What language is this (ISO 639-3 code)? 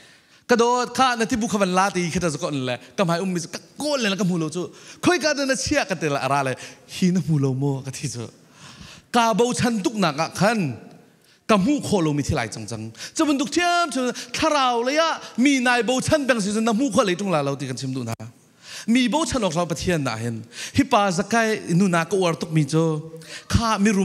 cfm